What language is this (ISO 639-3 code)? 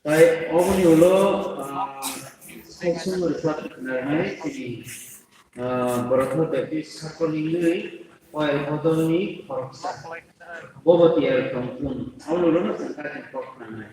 trp